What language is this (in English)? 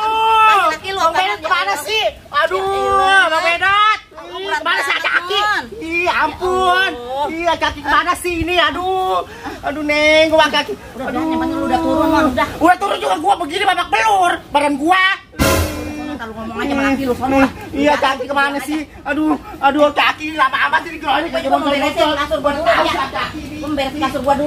Betawi